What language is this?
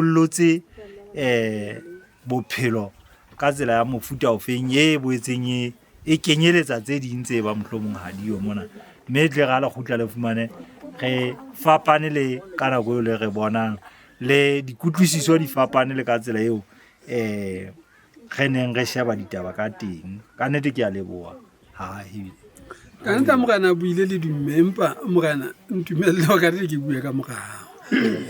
Southern Sotho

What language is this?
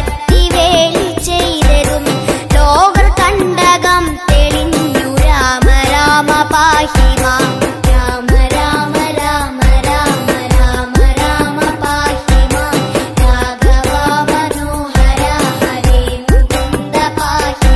Malayalam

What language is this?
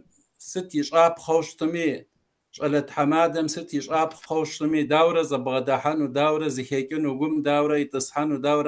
Kabardian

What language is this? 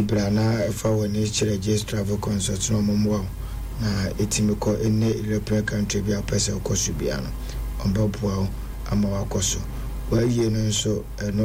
Akan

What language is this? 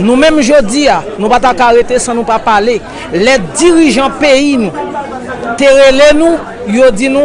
Haitian Creole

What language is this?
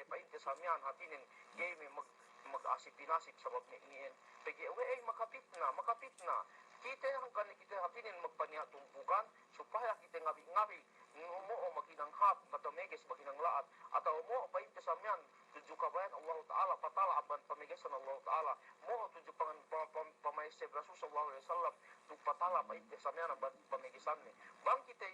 Yakan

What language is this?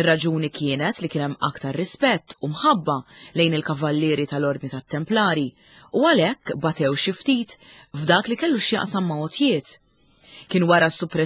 Maltese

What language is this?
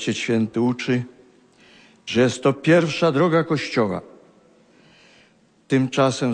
Polish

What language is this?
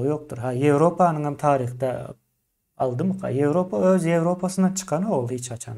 Turkmen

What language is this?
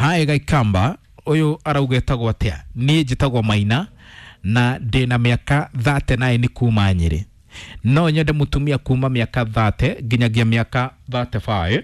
Kikuyu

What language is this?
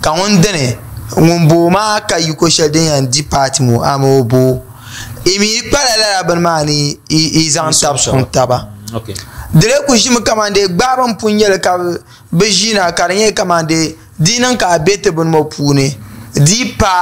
Dagbani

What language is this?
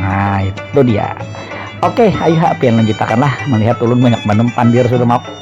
Banjar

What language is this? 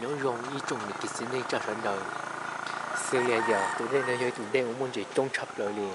Hmong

